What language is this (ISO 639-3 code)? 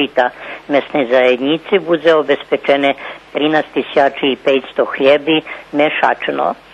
rue